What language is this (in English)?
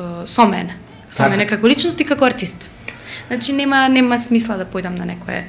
Macedonian